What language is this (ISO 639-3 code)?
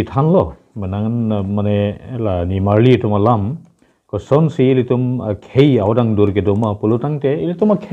mjw